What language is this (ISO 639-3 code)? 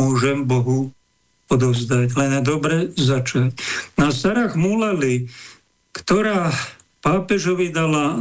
slk